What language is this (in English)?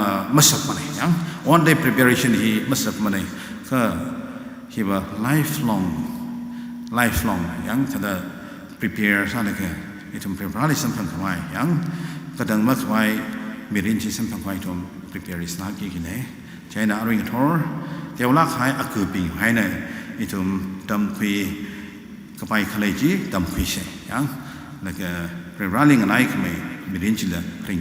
Tangkhul Naga (India)